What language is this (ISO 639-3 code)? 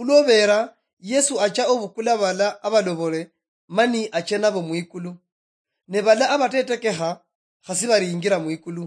luy